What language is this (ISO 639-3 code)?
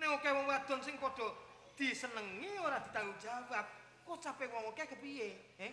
jav